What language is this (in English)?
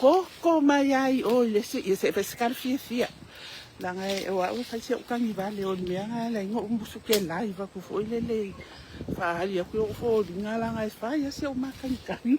Samoan